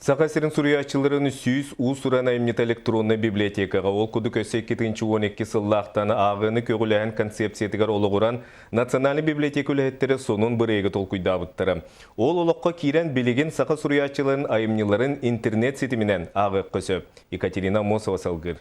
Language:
Yakut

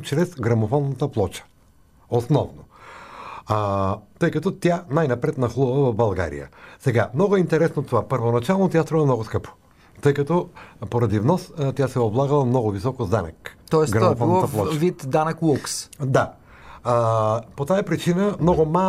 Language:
Bulgarian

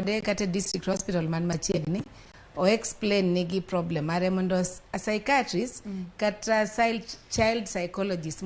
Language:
Luo (Kenya and Tanzania)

